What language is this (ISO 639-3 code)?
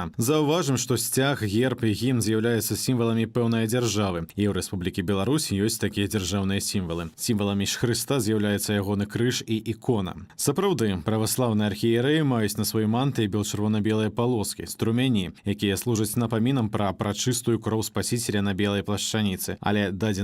bel